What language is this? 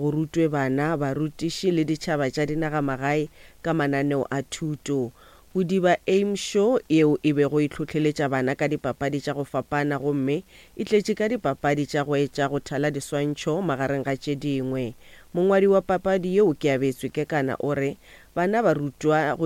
Northern Sotho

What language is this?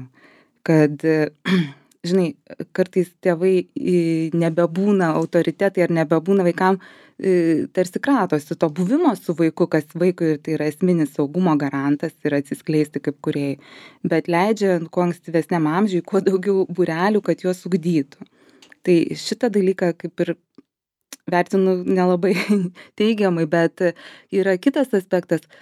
Lithuanian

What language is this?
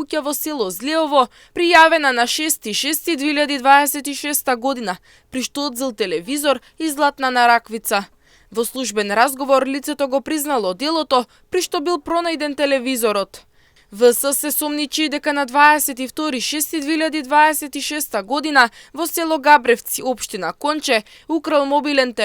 Macedonian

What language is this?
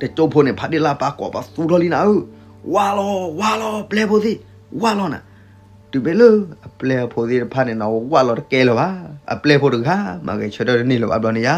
S'gaw Karen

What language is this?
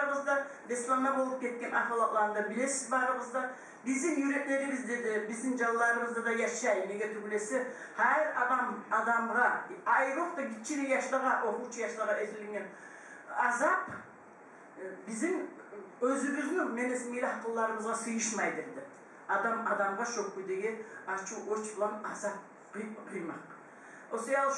Kumyk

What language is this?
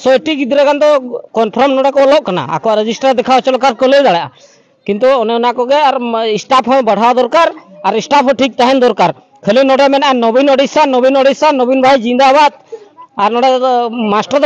Santali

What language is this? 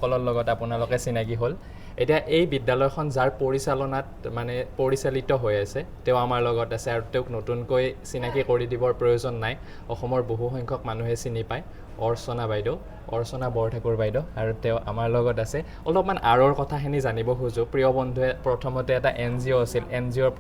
Assamese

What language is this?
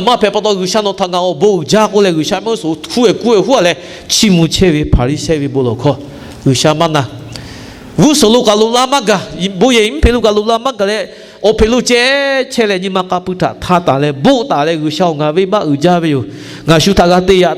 Lahu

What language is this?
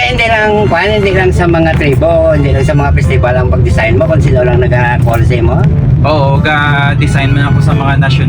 Hiligaynon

